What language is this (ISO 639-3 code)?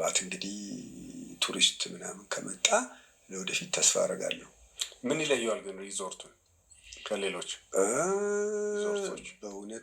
amh